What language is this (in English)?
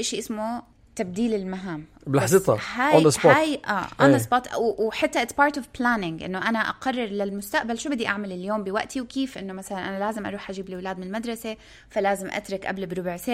North Levantine Arabic